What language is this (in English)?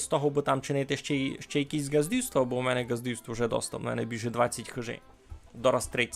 Rusyn